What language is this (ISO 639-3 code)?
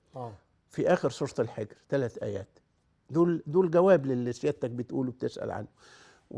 arz